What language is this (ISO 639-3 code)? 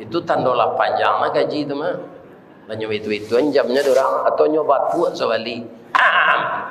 min